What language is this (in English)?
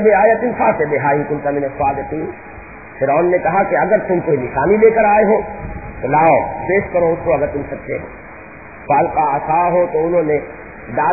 Urdu